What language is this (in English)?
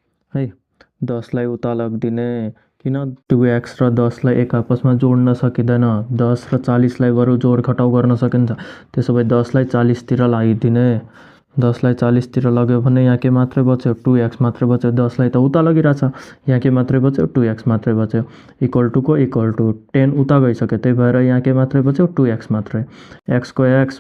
Nepali